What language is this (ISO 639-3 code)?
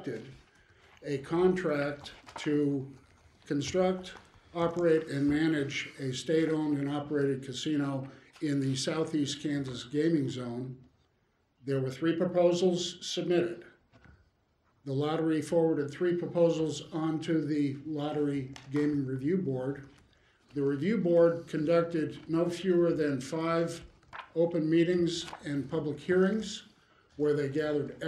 eng